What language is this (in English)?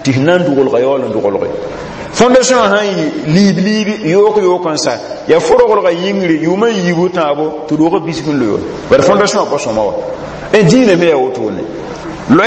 Mossi